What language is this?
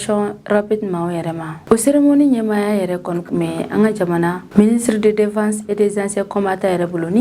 Bambara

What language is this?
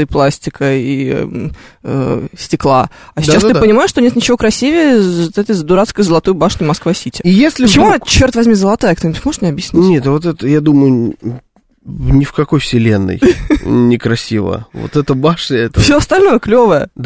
Russian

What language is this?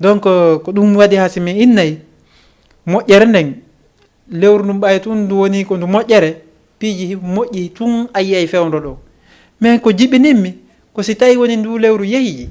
Fula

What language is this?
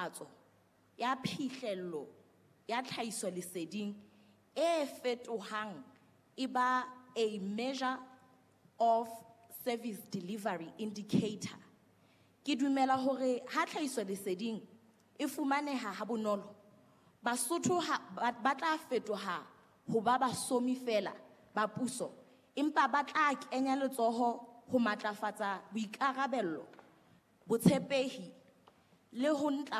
Southern Sotho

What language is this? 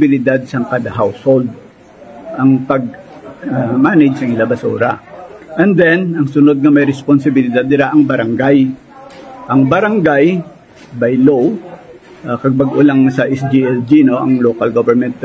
Hiligaynon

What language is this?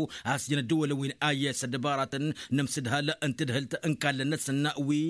Tamasheq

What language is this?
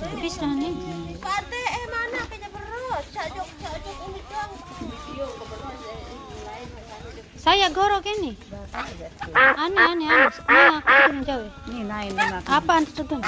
Sasak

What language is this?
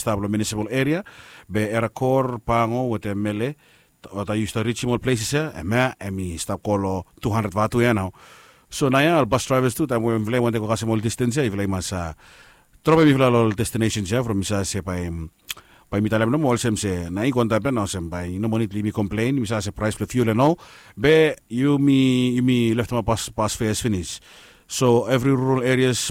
Bislama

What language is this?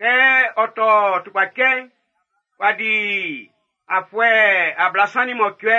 Baoulé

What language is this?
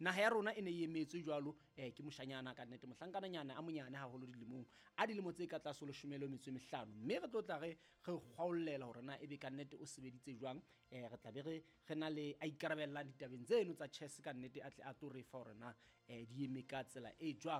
Southern Sotho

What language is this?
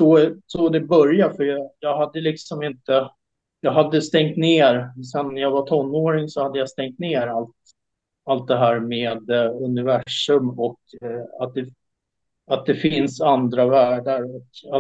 Swedish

